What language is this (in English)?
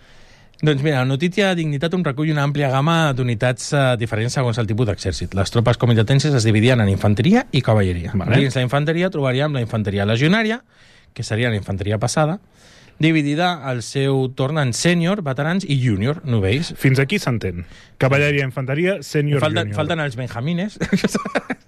Catalan